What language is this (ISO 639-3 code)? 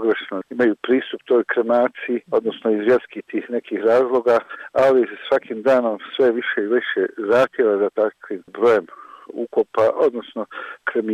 hrv